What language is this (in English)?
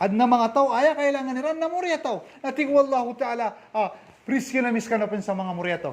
Maranao